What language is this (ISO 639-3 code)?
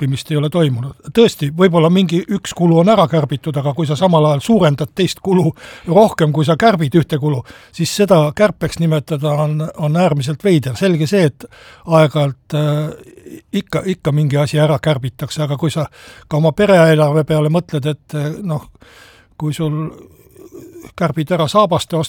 est